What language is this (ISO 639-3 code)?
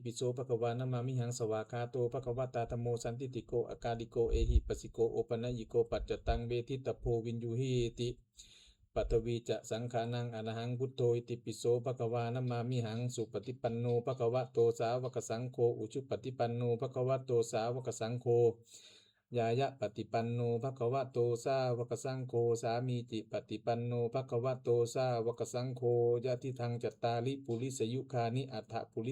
pli